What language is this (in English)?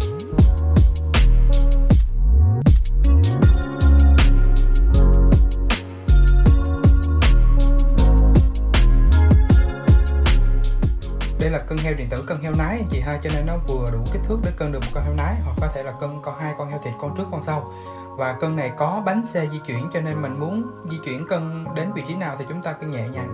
Vietnamese